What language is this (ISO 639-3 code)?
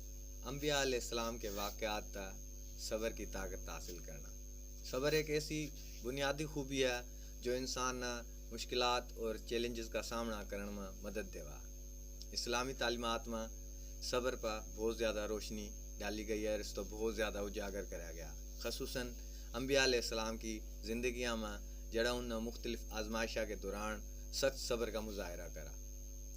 bgc